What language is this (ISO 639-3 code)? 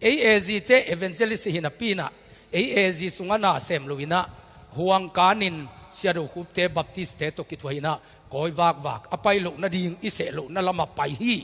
ctd